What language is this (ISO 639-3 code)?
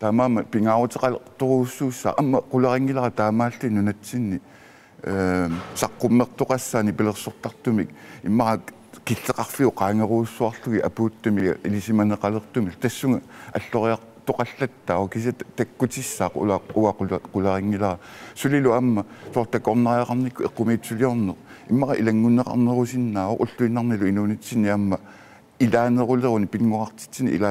kal